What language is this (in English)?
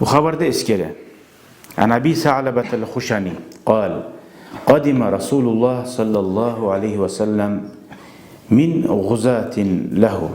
Kumyk